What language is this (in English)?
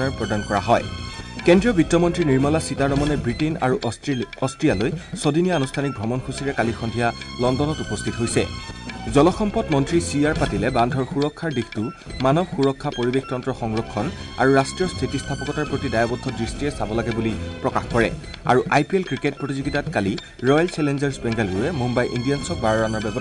Assamese